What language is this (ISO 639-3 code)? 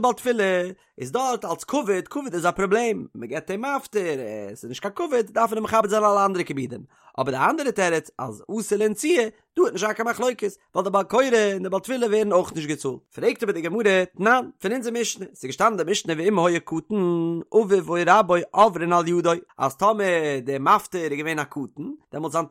yid